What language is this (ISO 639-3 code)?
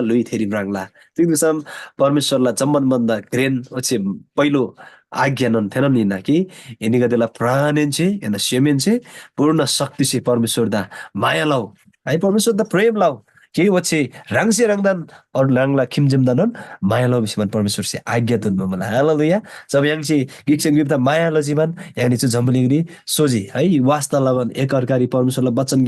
taj